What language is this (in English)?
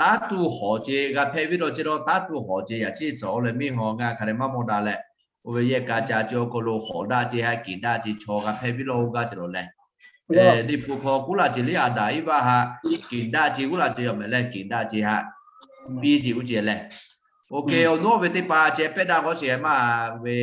Lahu